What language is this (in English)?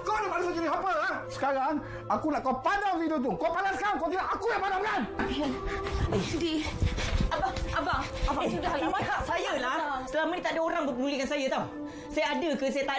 Malay